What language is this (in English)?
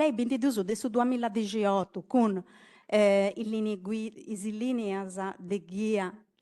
Sardinian